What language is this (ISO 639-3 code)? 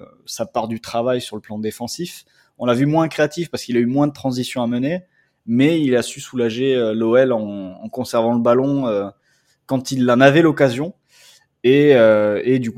fra